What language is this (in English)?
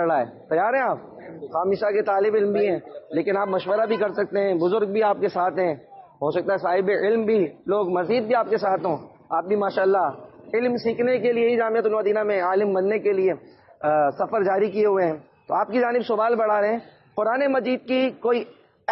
Urdu